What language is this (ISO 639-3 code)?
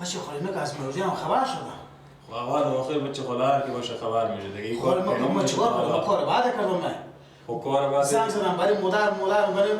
fas